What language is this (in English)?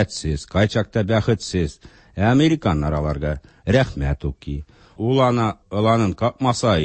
Tatar